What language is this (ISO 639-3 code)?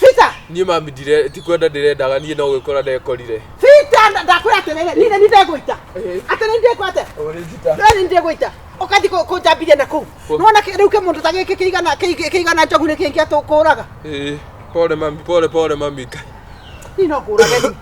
kik